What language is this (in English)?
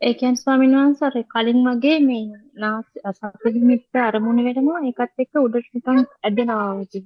Sinhala